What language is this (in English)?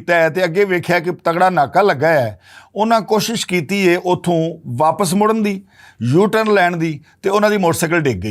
Western Panjabi